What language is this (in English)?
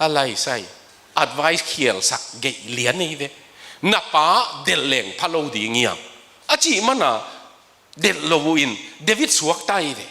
Tedim Chin